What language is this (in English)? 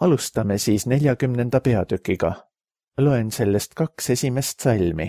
Estonian